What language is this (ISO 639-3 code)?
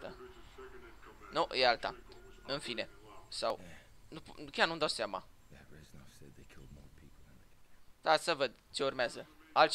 ron